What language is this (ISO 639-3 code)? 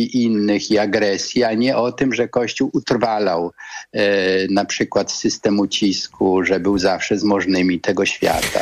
pol